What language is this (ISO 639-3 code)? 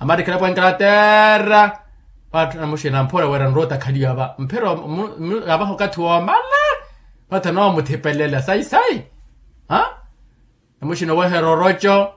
vmw